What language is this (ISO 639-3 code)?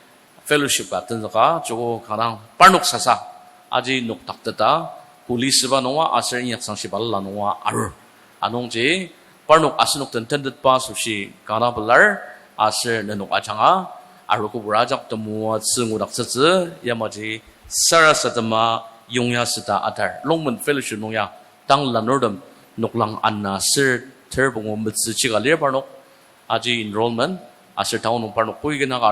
njo